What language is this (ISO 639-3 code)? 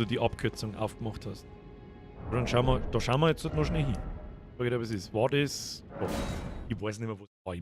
bar